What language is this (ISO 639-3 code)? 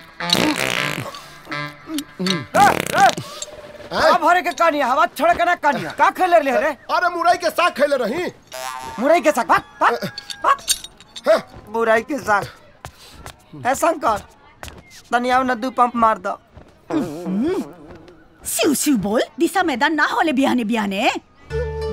bho